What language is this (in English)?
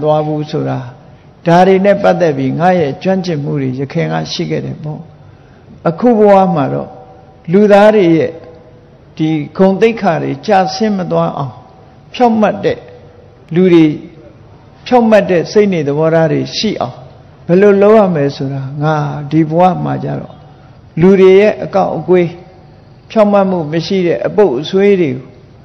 Burmese